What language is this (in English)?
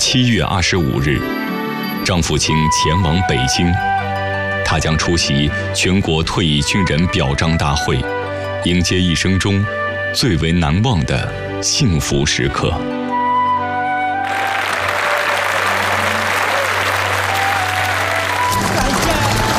Chinese